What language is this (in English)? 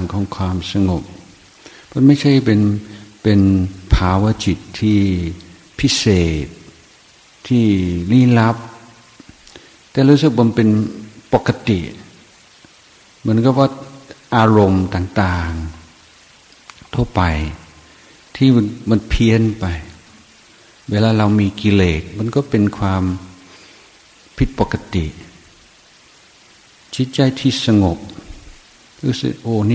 Thai